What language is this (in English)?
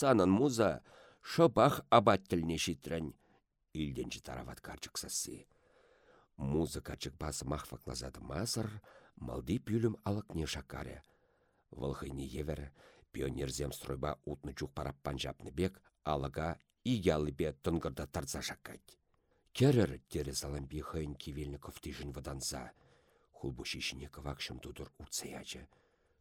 Chuvash